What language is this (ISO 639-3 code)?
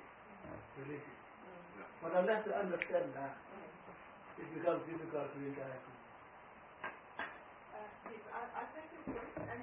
eng